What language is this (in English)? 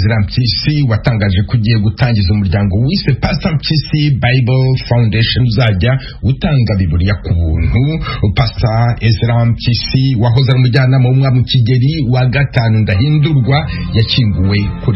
Kinyarwanda